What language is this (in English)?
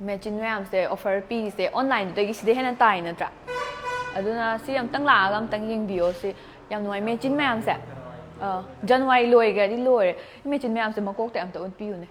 Manipuri